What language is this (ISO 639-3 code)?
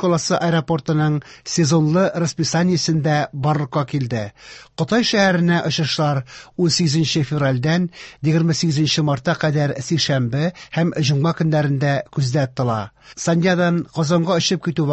tat